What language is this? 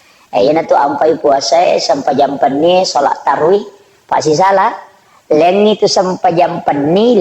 Buginese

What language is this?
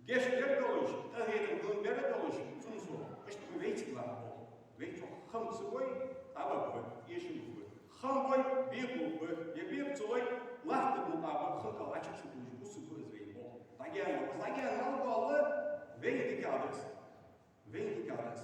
Ingush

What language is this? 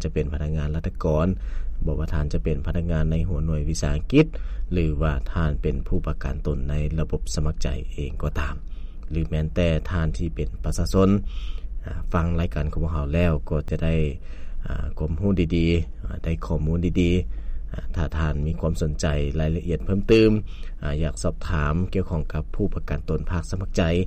Lao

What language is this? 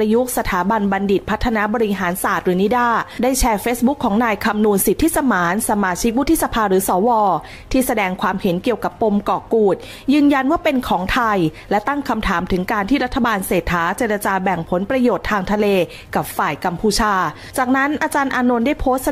Thai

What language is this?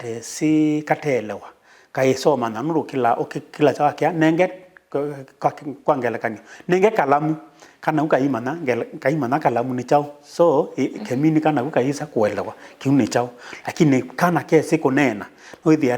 Kamba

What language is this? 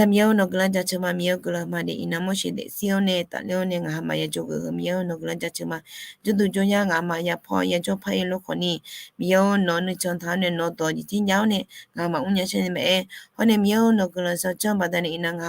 Akha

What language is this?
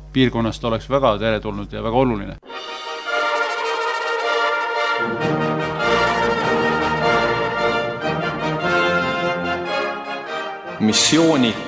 Estonian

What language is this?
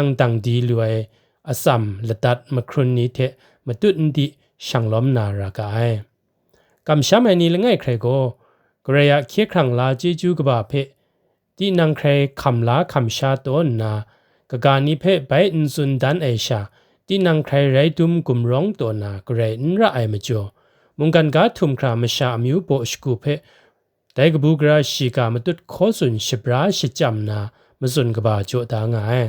Kachin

